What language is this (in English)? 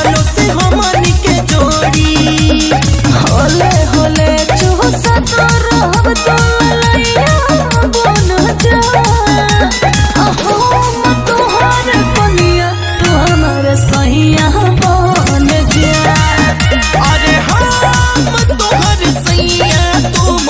Bhojpuri